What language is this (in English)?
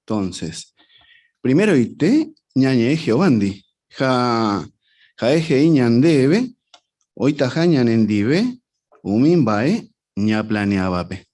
Guarani